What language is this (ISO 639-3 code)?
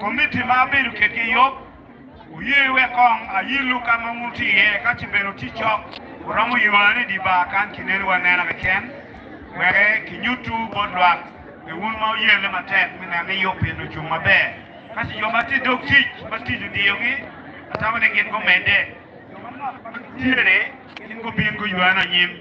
ach